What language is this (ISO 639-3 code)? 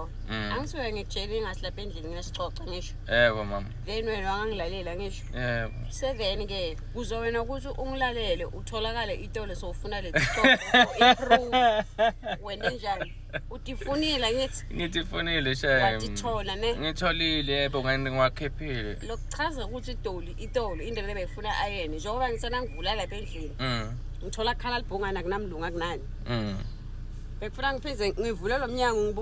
zul